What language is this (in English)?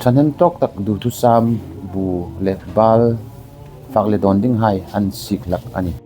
Hmar